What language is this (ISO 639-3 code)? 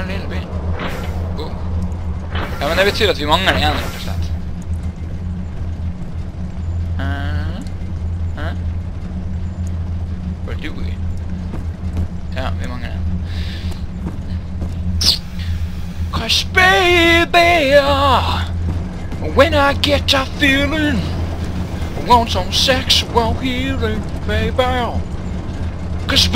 nor